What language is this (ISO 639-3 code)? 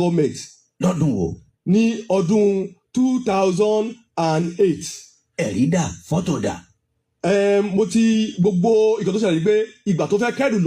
yor